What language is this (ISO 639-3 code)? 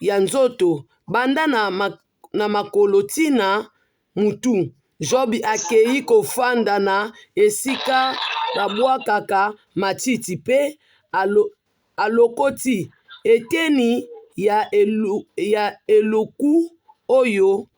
lin